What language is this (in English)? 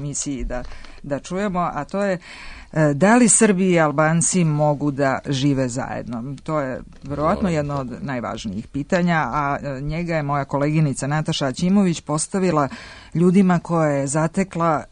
Serbian